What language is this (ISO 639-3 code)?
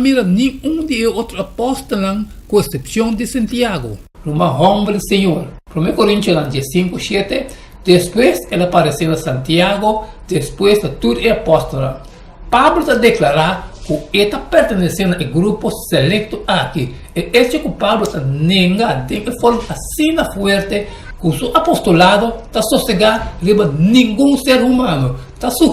pap